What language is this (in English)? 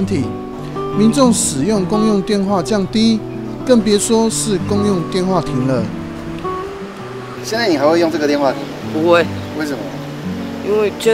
Chinese